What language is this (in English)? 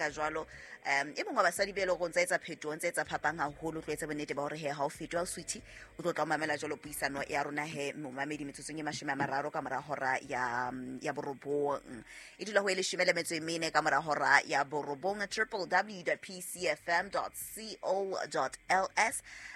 Southern Sotho